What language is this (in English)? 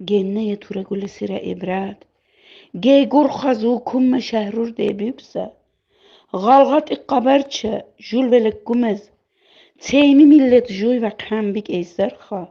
Lak